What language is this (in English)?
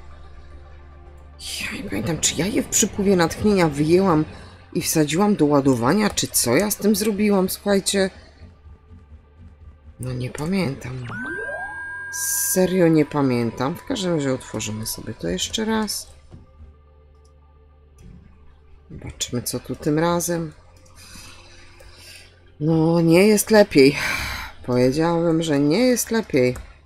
Polish